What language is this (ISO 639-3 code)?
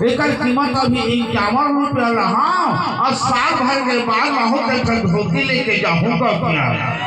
hne